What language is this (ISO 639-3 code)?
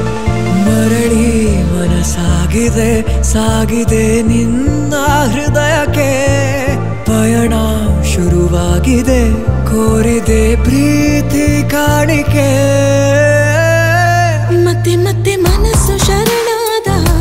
kan